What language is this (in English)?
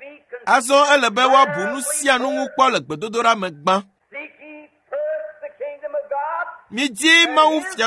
Ewe